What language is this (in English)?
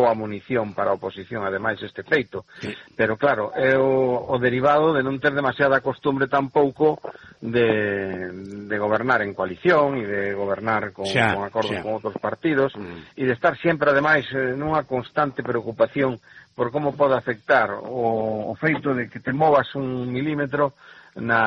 Galician